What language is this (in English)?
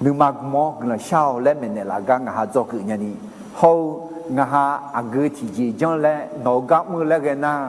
Akha